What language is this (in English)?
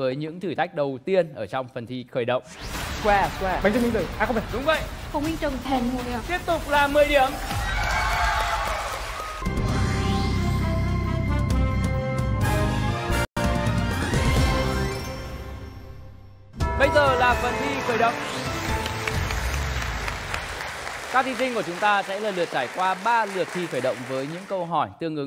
Vietnamese